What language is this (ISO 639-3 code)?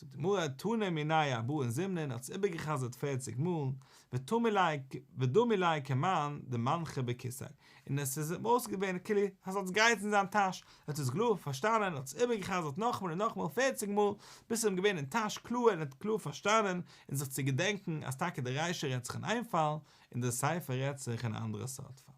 yid